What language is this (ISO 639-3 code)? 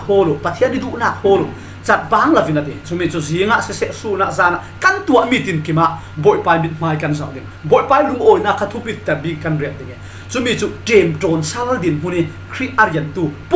cfm